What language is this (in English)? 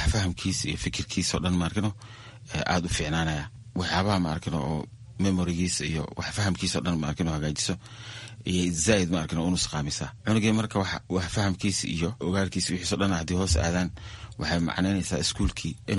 Somali